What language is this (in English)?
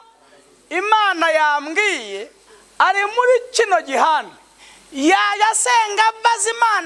Kinyarwanda